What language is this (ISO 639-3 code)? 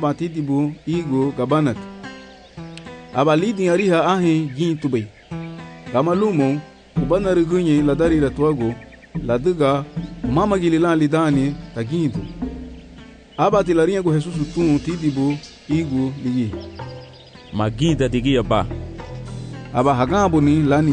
cab